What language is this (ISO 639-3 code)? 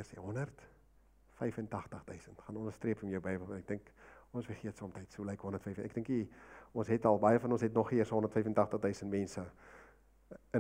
afr